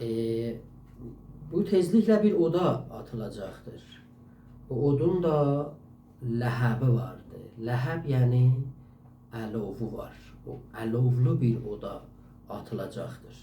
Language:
South Azerbaijani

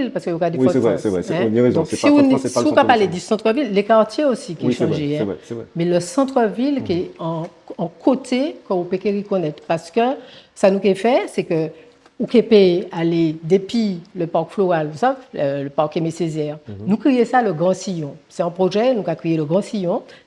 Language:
Guadeloupean Creole French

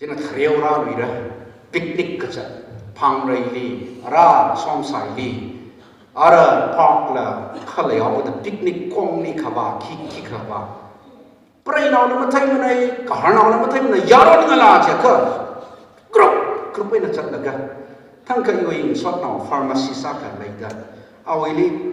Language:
Tangkhul Naga (India)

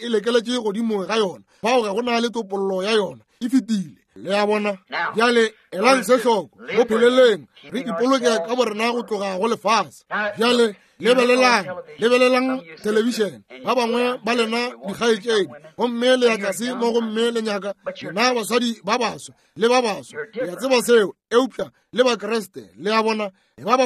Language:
Northern Sotho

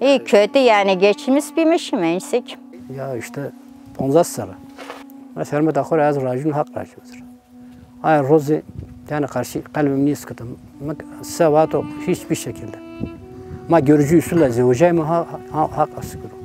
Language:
Zaza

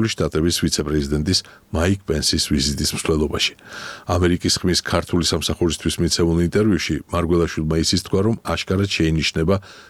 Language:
Georgian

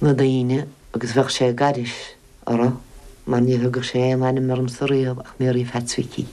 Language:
Irish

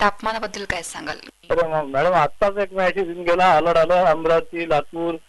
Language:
Marathi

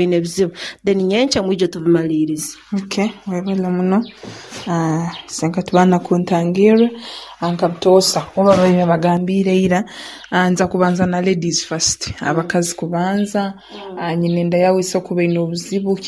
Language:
Nyoro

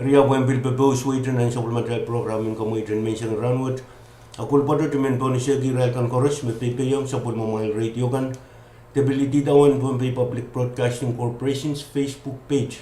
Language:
Pohnpeian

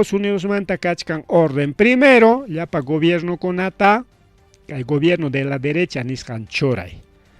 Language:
Ayacucho Quechua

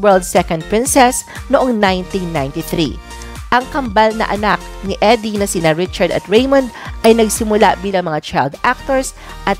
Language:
Filipino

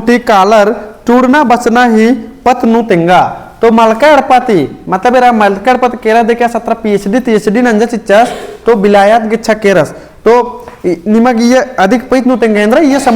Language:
Kurukh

